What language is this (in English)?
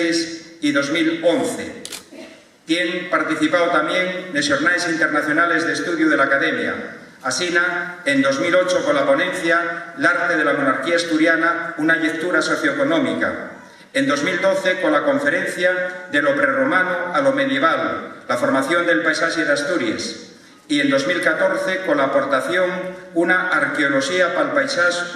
Asturian